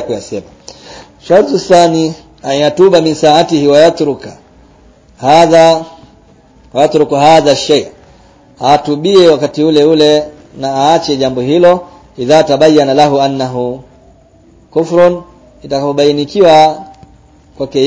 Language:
Swahili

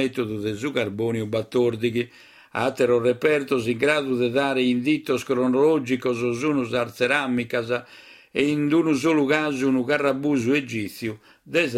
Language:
Sardinian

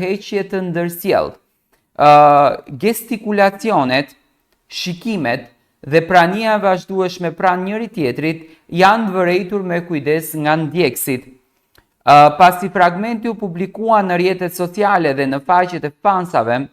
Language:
Albanian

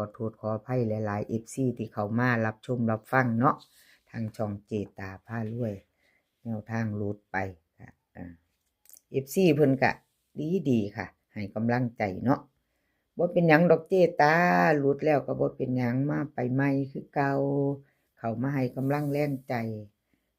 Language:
Northeastern Thai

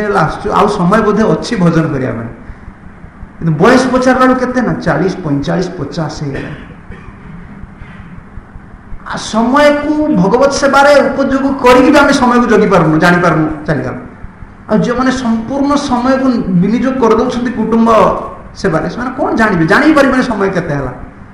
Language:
Odia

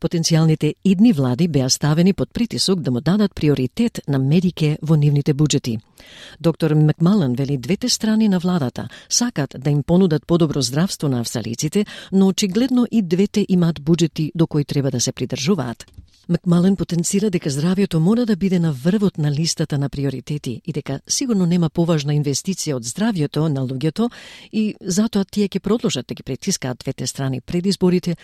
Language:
Macedonian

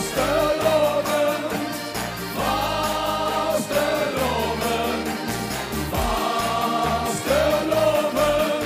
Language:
Limburgish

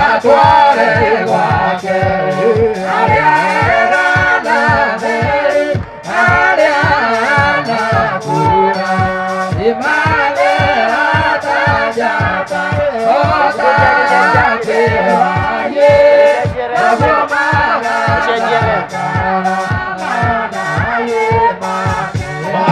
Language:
Tem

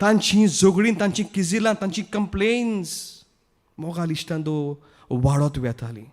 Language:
Konkani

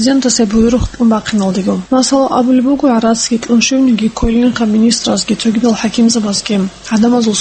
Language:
Avaric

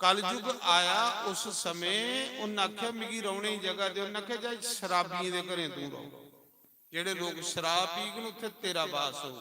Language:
Dogri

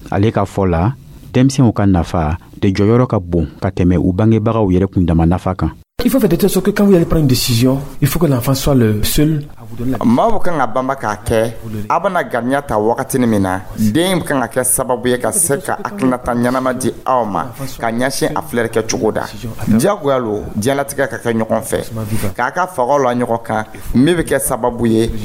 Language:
Dyula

